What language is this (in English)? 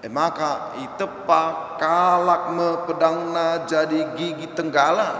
Batak Karo